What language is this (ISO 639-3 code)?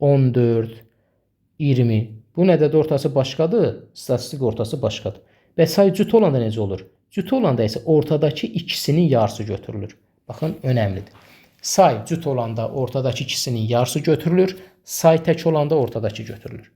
aze